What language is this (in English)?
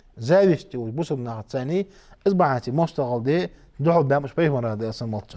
Ingush